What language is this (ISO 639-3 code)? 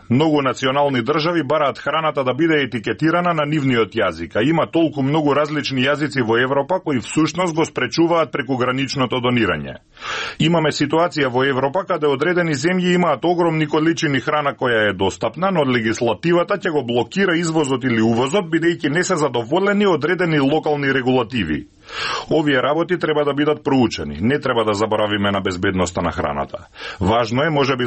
mkd